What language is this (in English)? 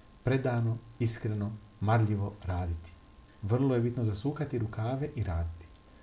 Bosnian